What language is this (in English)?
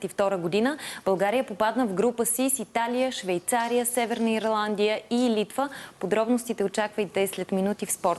Bulgarian